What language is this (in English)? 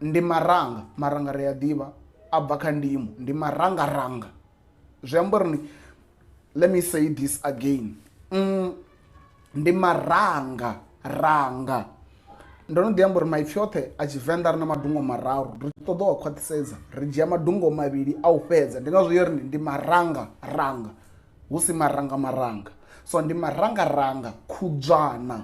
Venda